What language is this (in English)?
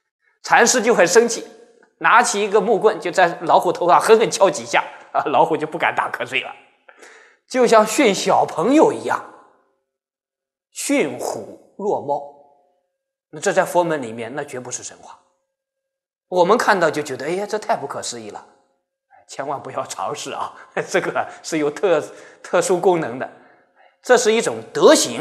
Chinese